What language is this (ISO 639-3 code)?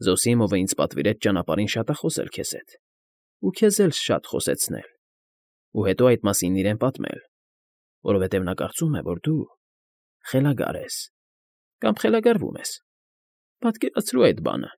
hye